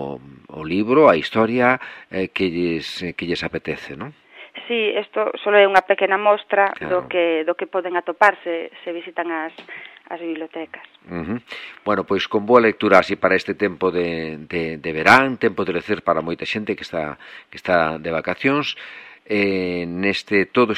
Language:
Galician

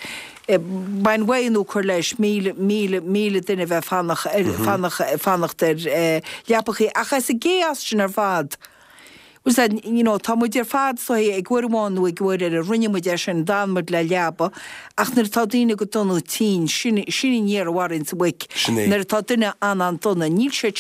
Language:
Irish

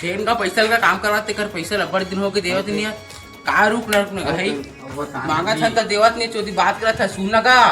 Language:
Chhattisgarhi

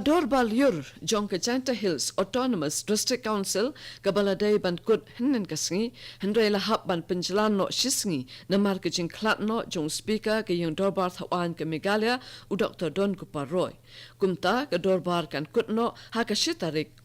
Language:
Khasi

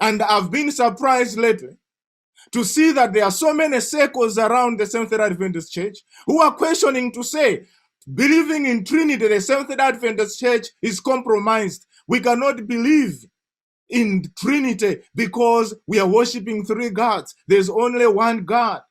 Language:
English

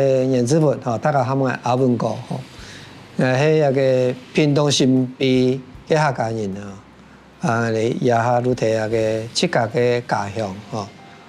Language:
Hakka Chinese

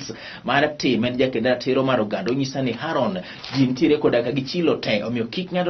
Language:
Luo (Kenya and Tanzania)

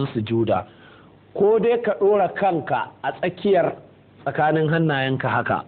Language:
Hausa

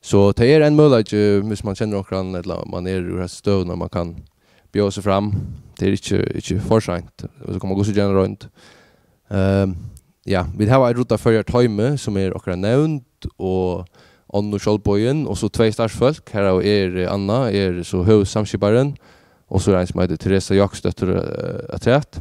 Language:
Faroese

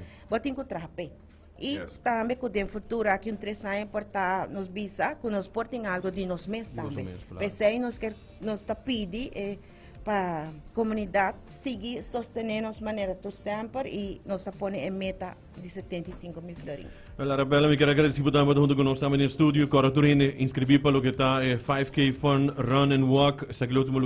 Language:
Papiamento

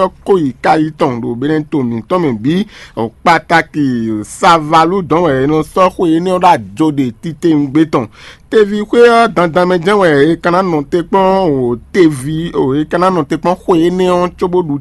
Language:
Fon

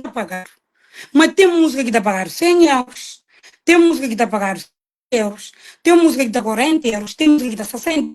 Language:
Kabuverdianu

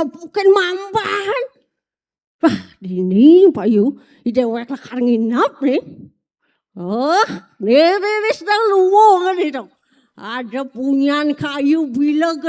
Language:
Balinese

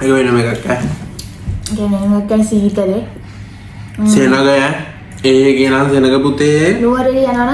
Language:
Sinhala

